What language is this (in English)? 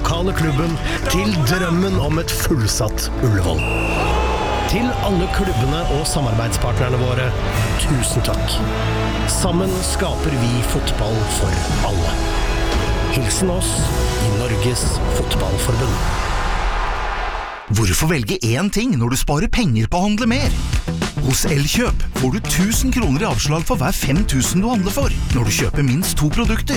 Norwegian